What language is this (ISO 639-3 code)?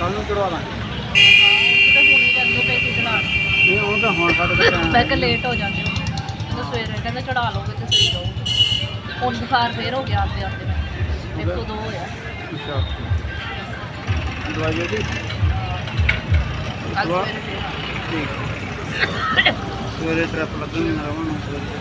pan